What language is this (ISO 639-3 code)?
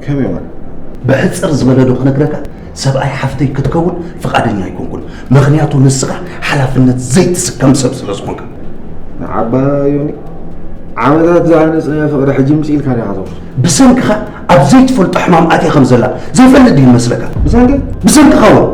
tir